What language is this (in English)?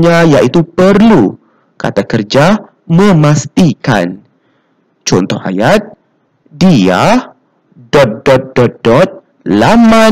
Malay